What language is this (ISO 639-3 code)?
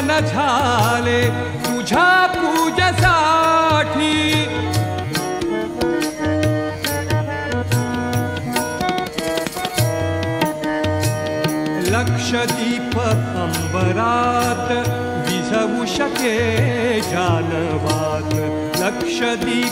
mar